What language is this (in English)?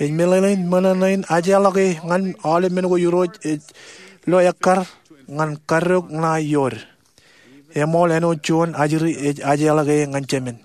Marshallese